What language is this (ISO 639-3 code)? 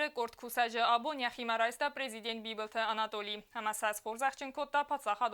oss